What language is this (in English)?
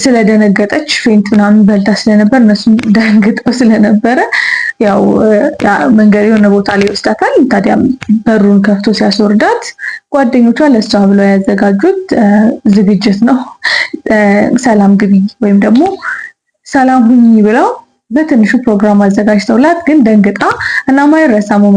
Amharic